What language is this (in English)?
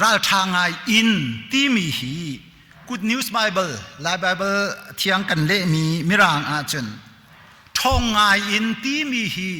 Hakha Chin